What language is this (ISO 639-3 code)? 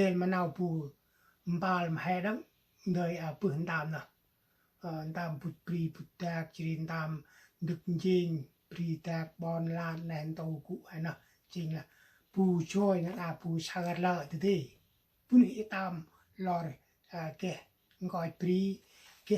cmo